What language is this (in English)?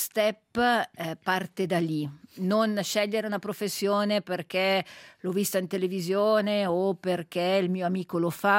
Italian